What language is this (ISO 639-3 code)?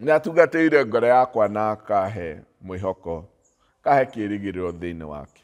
kik